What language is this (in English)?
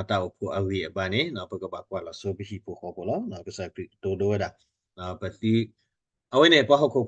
S'gaw Karen